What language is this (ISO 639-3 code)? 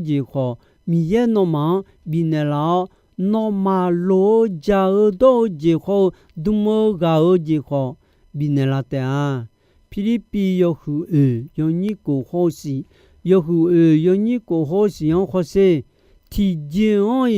ahk